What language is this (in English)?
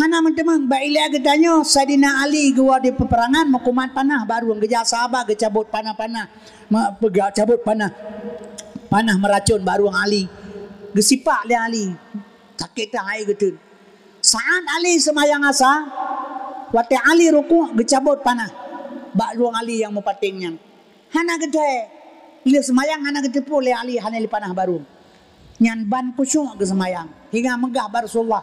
Achinese